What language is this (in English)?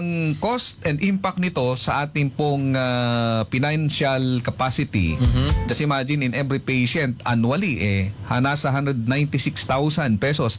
Filipino